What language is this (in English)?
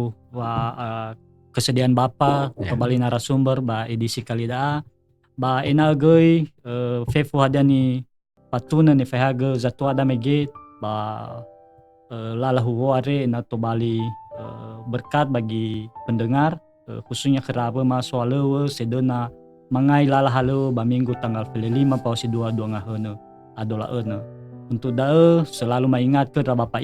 Nias